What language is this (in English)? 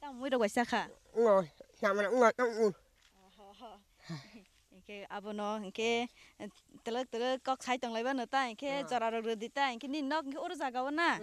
Kok Borok